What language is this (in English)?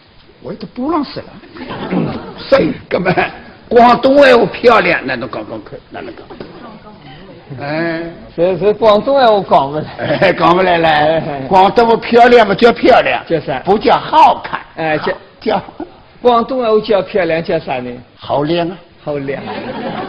Wu Chinese